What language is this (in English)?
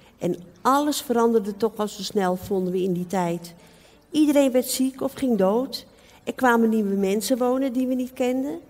Dutch